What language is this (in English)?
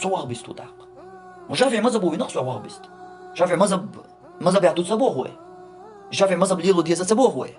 Chechen